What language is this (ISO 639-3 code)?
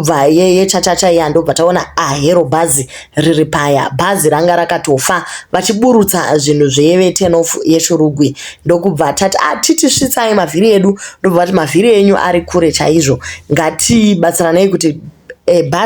sna